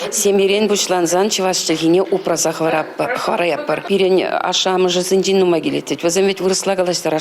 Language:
Chuvash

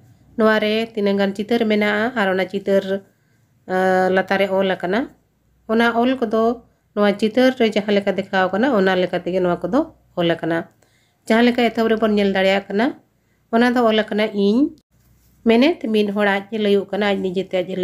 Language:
Santali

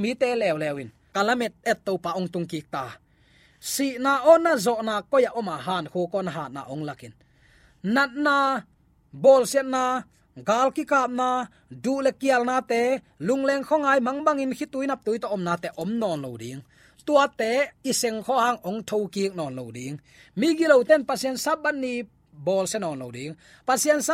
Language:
Tedim Chin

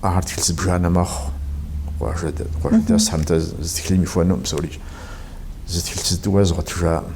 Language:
Kabardian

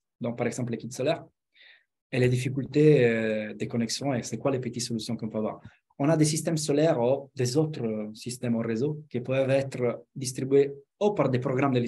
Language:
French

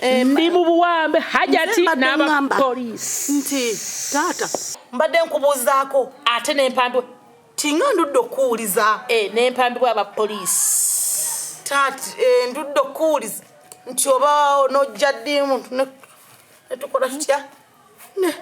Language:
Ganda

